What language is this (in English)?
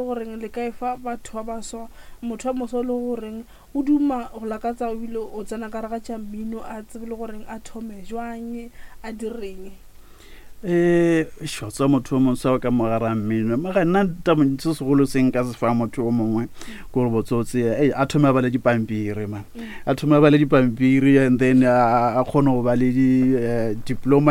Northern Sotho